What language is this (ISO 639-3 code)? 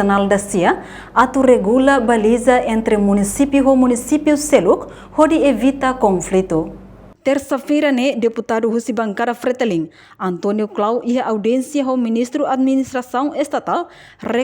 tet